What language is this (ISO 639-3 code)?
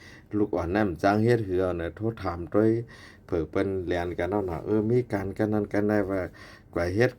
shn